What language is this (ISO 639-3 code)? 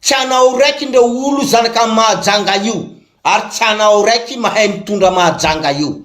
mlg